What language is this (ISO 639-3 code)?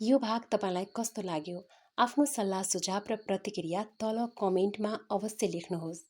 nep